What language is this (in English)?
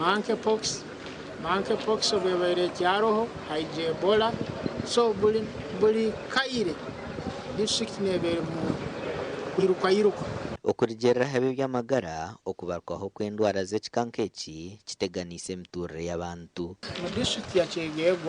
Nyankole